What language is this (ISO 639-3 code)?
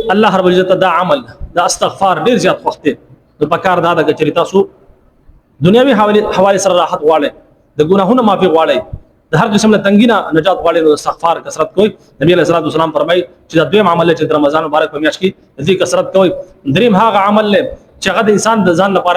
pus